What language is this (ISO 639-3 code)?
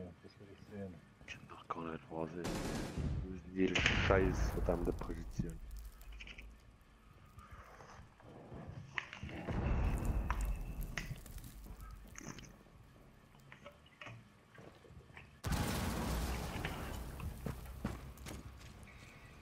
deu